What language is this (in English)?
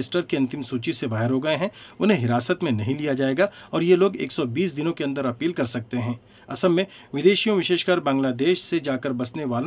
Hindi